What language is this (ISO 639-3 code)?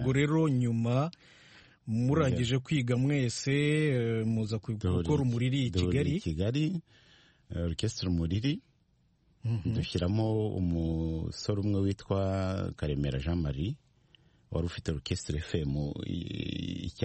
kin